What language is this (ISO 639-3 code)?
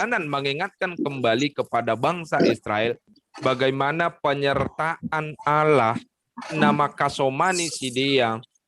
bts